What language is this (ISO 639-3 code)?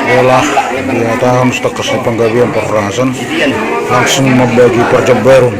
bbc